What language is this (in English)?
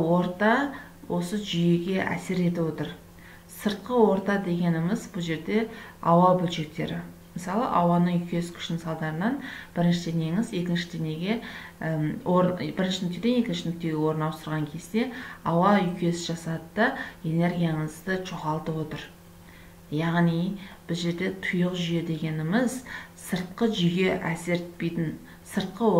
Kazakh